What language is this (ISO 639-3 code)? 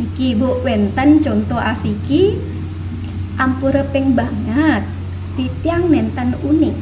ban